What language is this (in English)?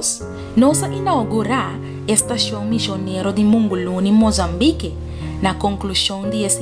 Papiamento